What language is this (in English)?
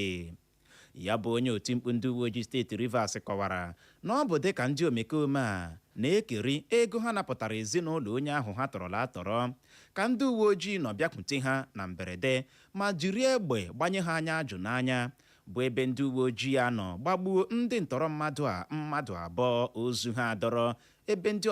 Igbo